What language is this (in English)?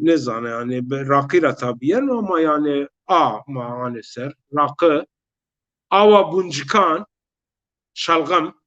Zaza